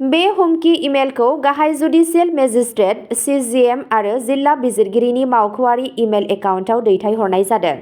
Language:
Bodo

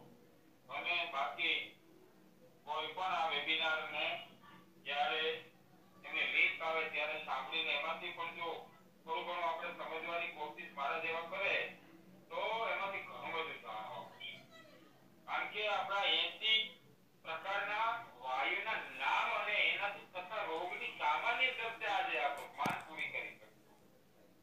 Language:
Gujarati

